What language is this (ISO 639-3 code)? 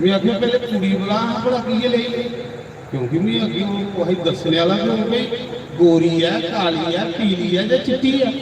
doi